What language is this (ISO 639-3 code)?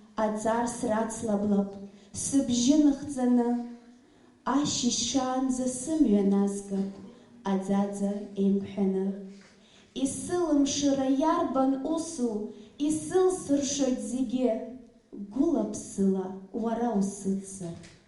abk